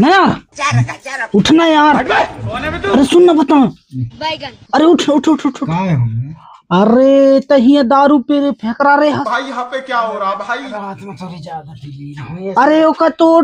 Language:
Chhattisgarhi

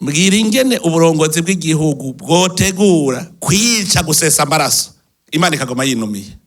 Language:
Rundi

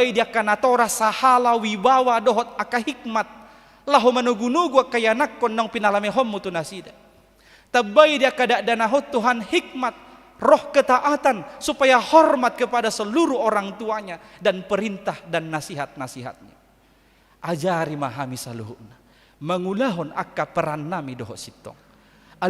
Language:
Batak Toba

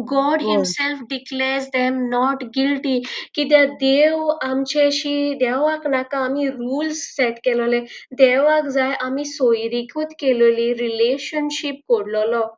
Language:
Konkani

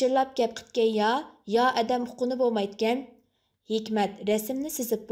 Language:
Uyghur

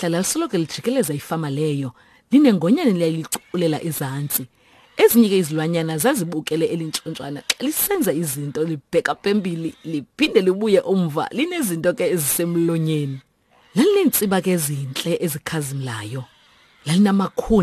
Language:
Xhosa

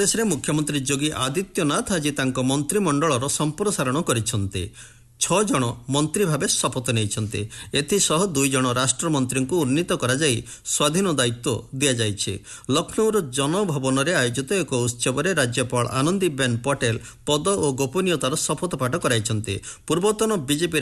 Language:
Odia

